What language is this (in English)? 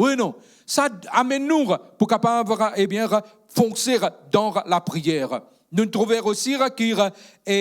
Morisyen